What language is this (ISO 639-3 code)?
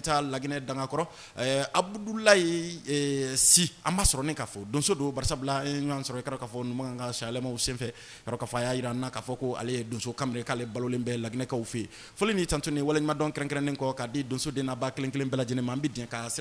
bam